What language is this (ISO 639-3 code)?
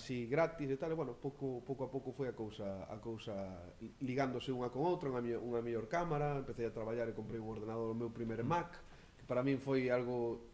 glg